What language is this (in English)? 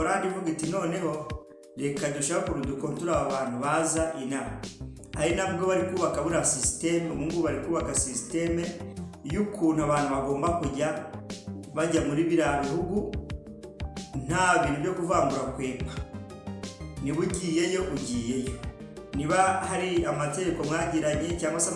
Kinyarwanda